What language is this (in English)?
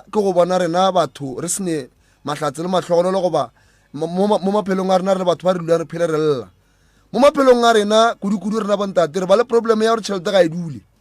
Northern Sotho